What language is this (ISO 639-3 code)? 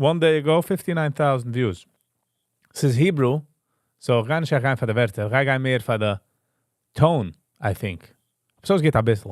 yid